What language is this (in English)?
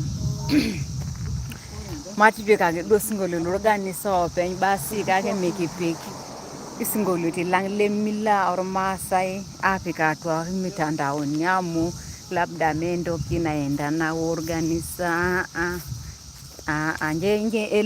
Masai